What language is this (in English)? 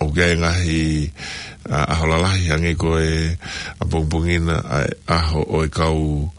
Tongan